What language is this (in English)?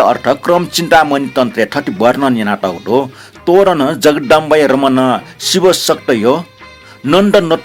Newari